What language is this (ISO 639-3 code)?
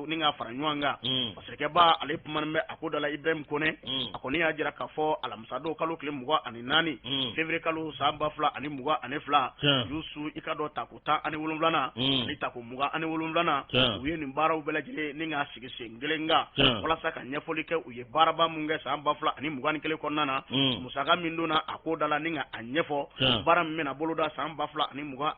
bam